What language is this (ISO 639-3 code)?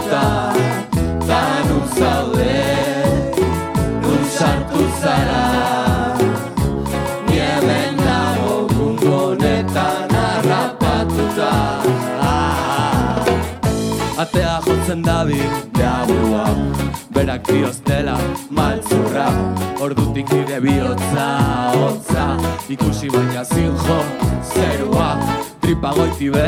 eus